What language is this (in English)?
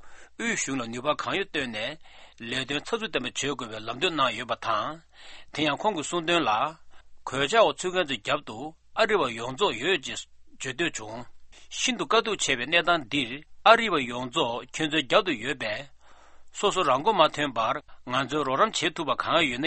Tibetan